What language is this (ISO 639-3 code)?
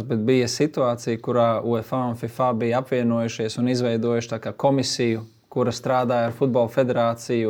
lav